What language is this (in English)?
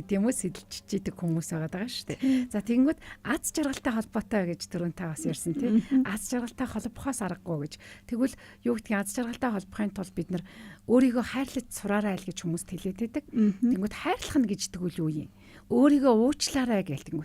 Mongolian